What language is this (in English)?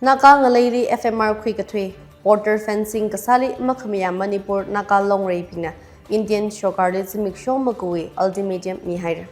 Tangkhul Naga (India)